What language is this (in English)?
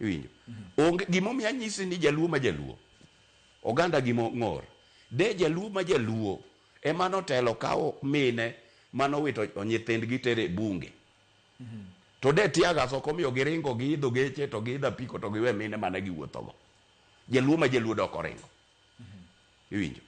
Luo (Kenya and Tanzania)